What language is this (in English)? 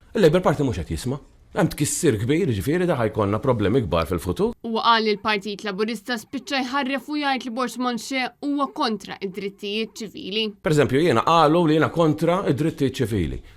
Maltese